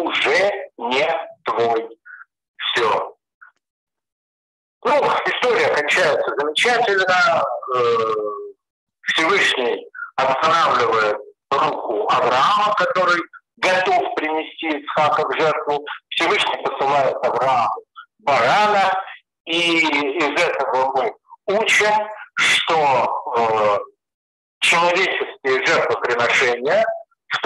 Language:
Russian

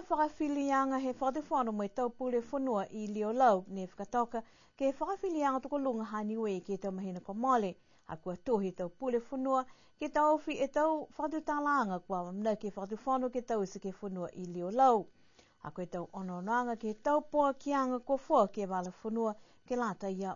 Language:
Niuean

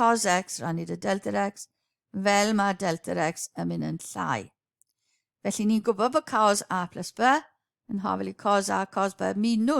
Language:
Welsh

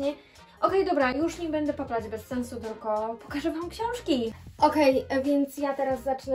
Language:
Polish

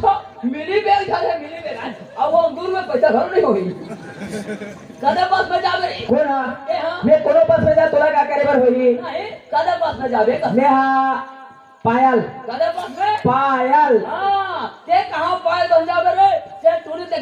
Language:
Chhattisgarhi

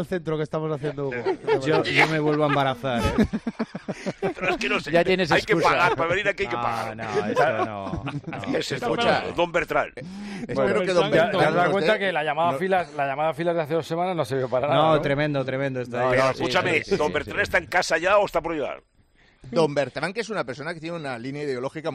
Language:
Spanish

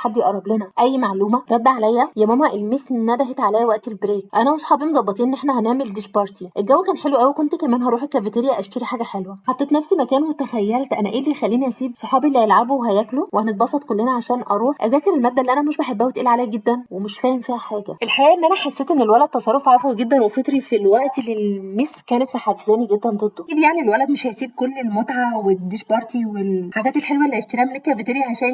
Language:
Egyptian Arabic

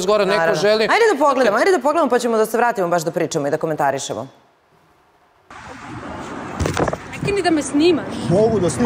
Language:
Serbian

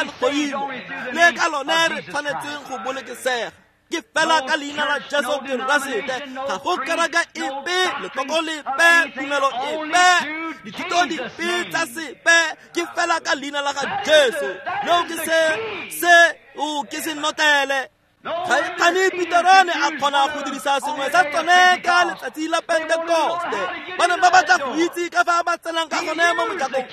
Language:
Tswana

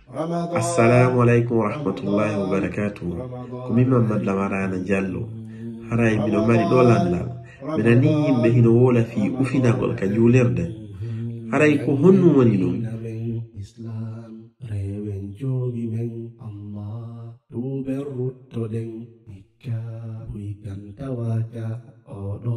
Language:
Fula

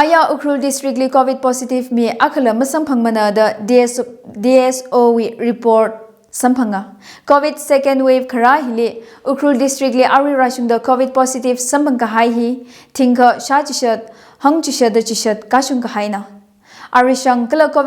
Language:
Tangkhul Naga (India)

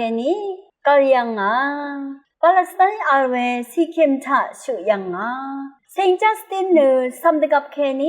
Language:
Rawang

